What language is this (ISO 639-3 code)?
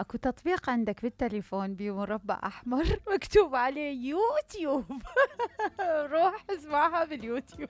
acm